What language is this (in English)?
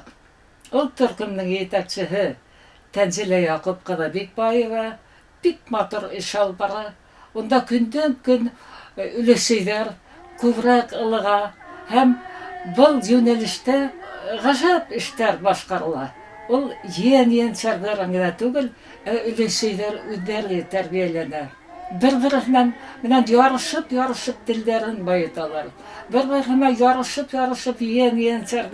Bashkir